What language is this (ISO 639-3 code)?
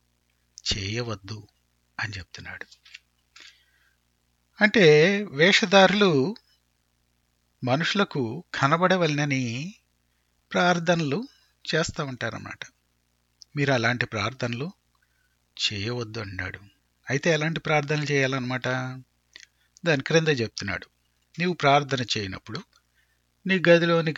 tel